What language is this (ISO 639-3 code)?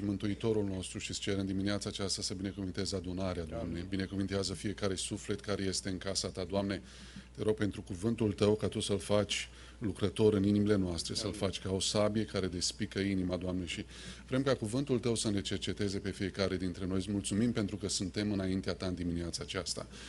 ron